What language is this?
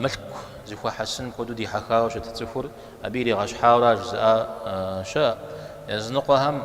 Kabardian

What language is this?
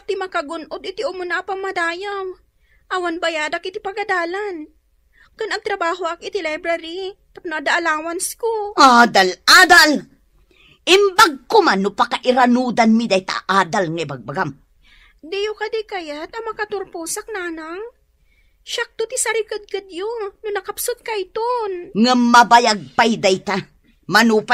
Iloko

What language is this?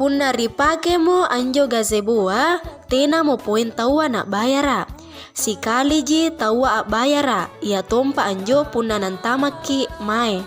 Makasar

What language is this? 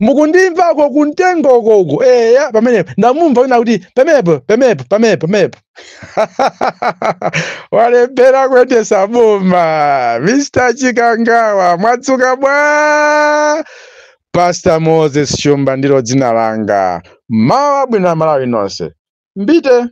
Nyanja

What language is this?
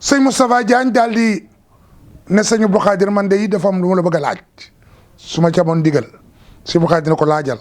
Wolof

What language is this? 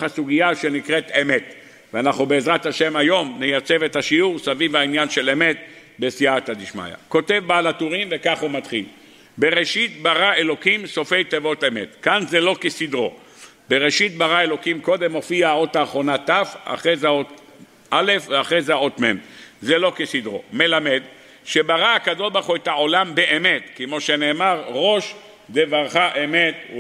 Hebrew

